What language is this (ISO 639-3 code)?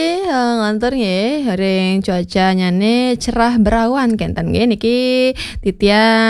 ban